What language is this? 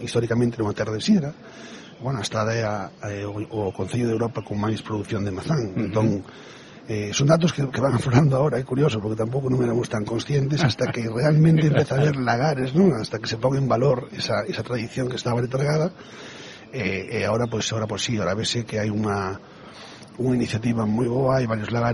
Galician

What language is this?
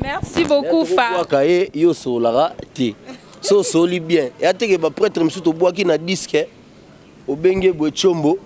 Lingala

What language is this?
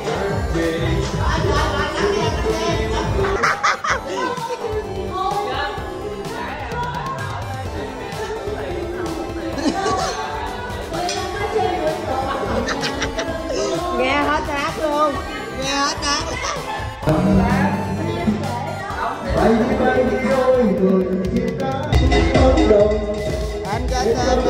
Vietnamese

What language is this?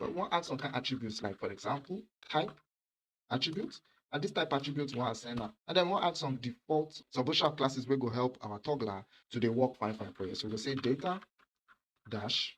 Nigerian Pidgin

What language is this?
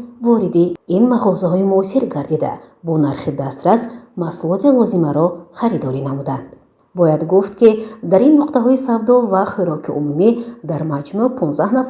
Tajik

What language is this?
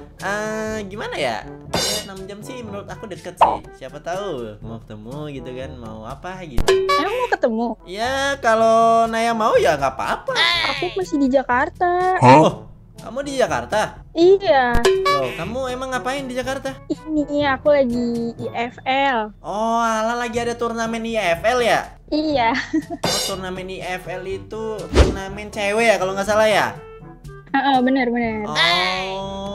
Indonesian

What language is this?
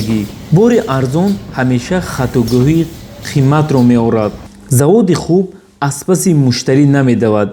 Tajik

